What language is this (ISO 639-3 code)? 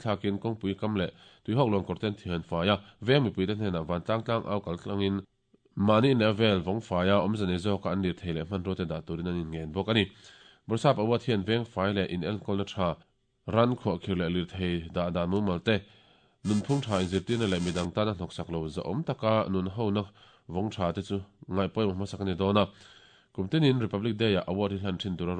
lus